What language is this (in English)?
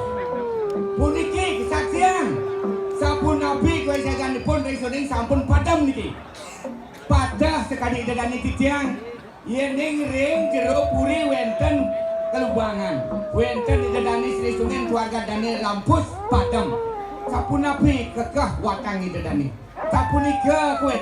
Balinese